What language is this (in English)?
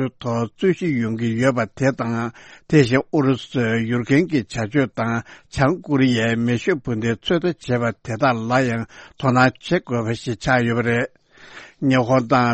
Tibetan